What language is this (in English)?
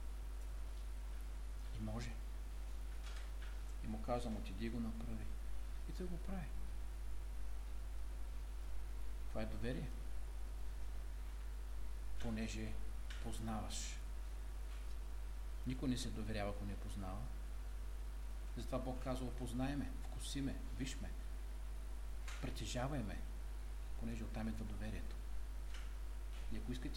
Bulgarian